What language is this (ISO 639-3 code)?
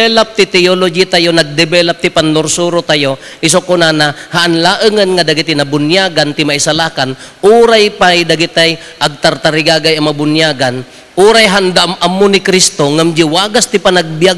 ilo